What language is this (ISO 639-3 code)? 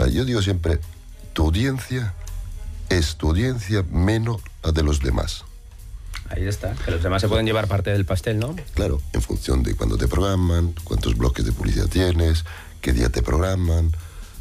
spa